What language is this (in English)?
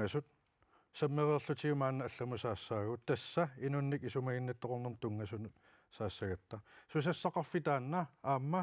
Kalaallisut